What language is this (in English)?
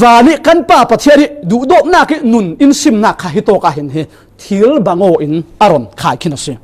Falam Chin